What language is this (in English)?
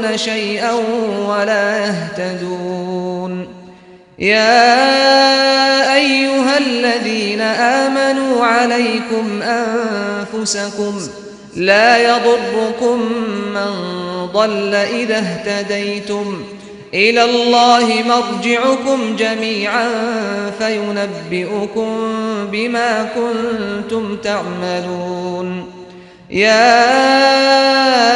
Arabic